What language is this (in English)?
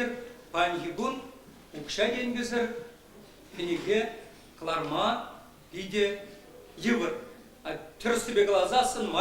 Chuvash